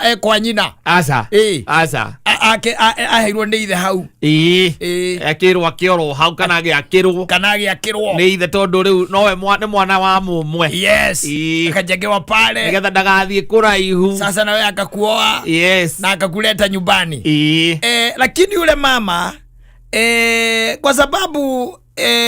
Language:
Kikuyu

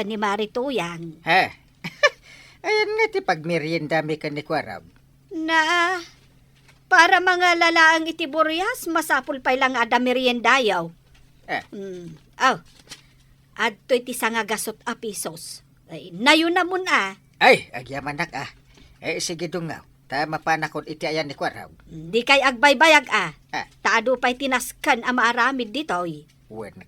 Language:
Iloko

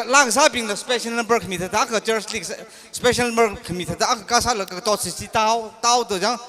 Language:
Tangkhul Naga (India)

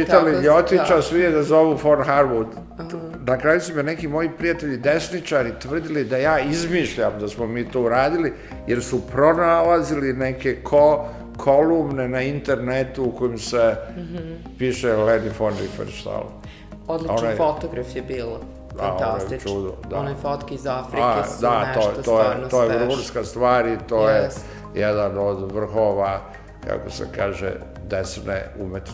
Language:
Serbian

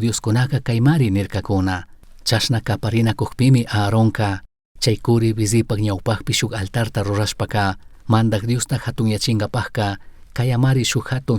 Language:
Chimborazo Highland Quichua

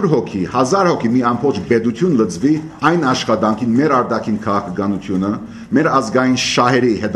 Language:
Armenian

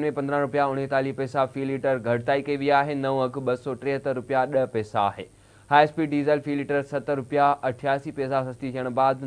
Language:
Sindhi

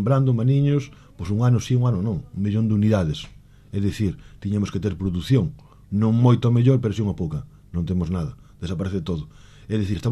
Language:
Galician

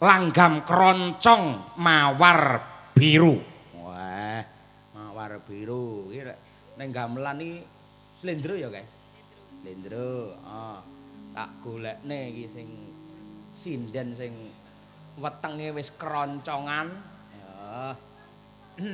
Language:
Javanese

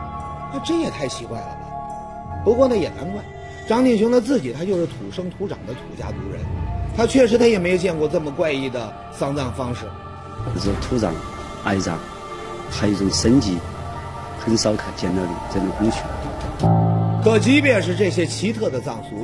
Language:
Chinese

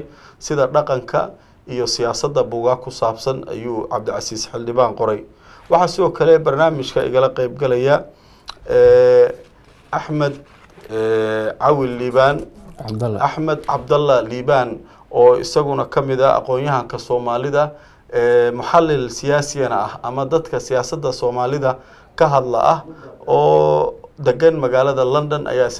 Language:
Somali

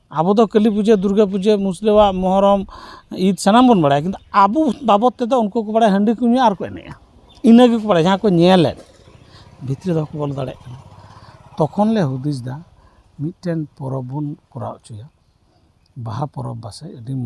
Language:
Santali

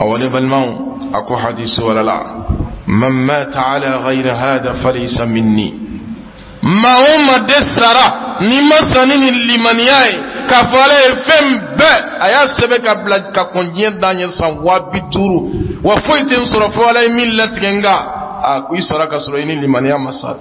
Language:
Bambara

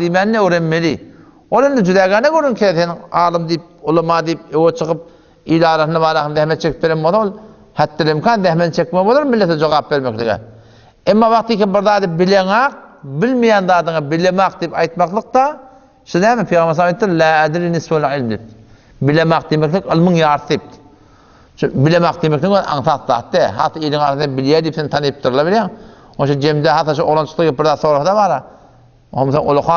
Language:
Turkmen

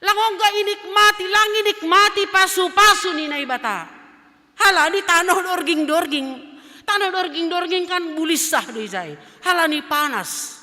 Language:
Batak Simalungun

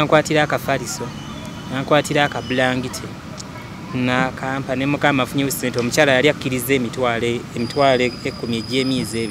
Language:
Ganda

